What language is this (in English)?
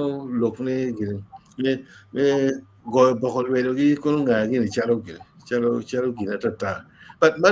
Acoli